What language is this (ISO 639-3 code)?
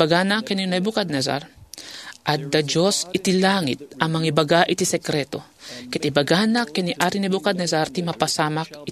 ilo